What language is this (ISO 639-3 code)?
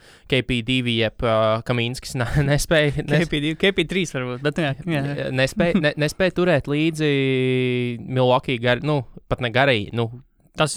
lav